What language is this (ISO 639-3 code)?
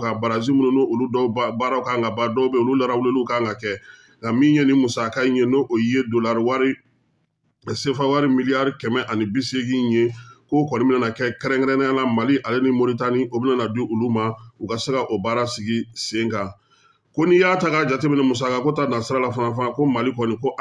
bam